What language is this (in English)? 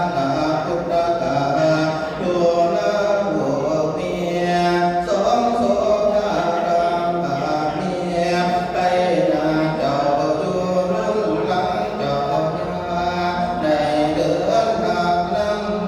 Northeastern Thai